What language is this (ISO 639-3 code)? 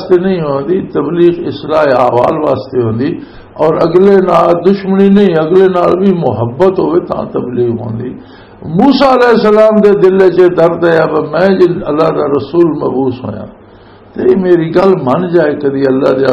lah